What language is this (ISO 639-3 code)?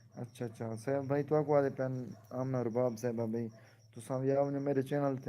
skr